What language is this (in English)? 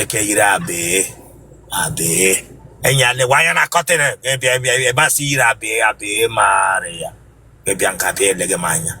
Igbo